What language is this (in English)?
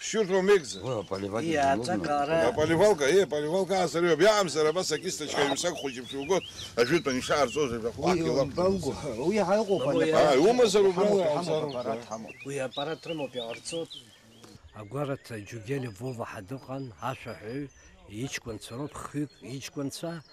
Abkhazian